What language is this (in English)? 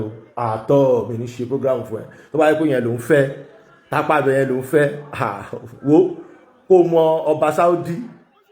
Yoruba